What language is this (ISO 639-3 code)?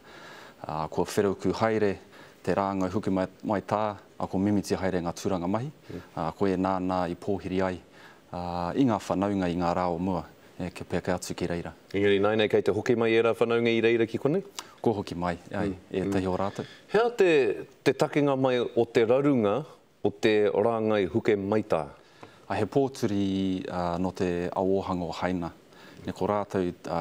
mri